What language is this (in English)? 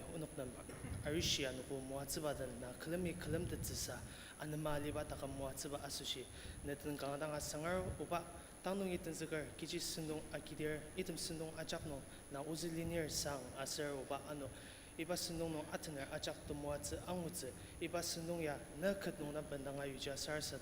Ao Naga